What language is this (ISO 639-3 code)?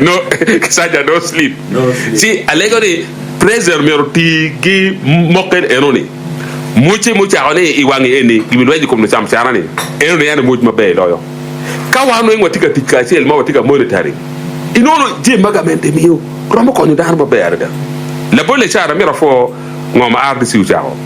ach